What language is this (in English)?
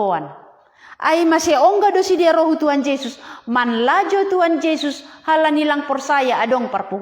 Batak Simalungun